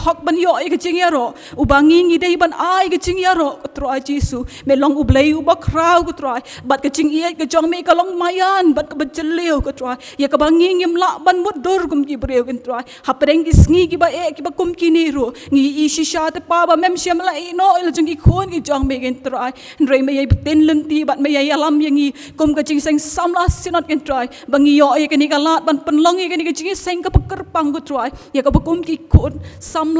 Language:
Khasi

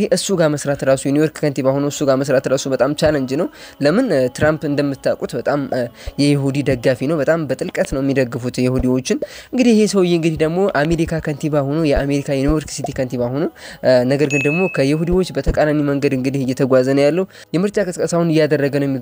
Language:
Amharic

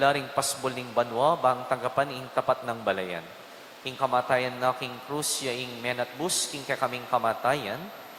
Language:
Pampanga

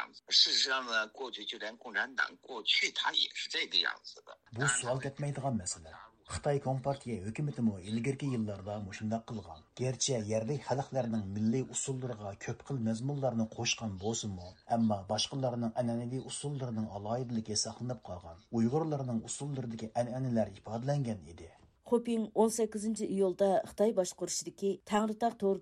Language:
Uyghur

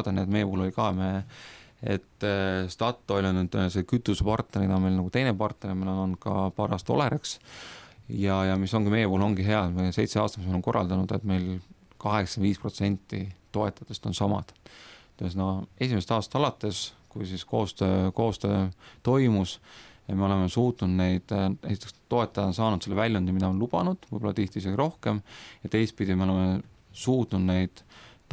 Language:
Estonian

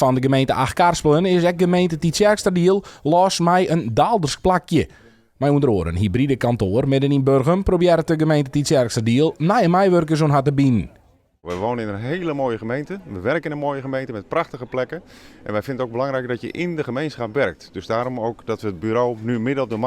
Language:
Western Frisian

